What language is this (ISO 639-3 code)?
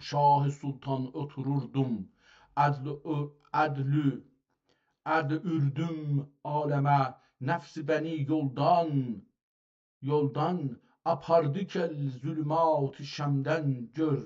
azb